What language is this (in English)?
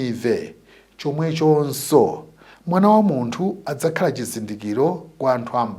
Nyanja